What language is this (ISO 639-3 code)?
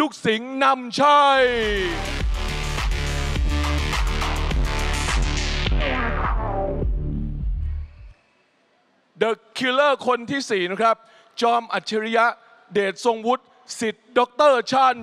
tha